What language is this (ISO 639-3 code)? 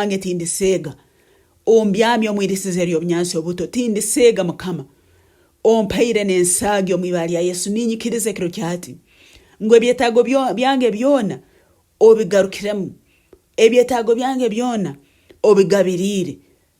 nyn